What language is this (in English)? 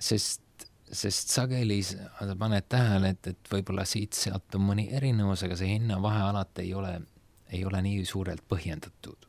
Estonian